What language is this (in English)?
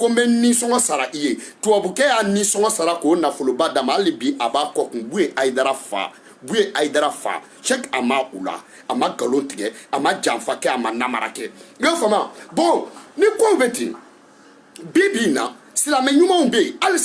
Bambara